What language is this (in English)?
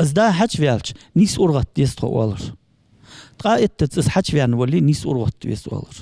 Ingush